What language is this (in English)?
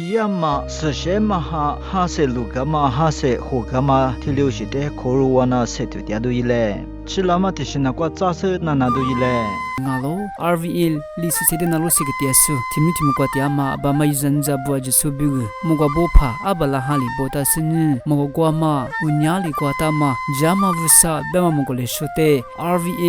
Lisu